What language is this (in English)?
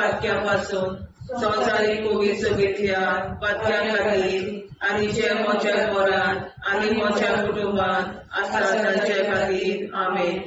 Konkani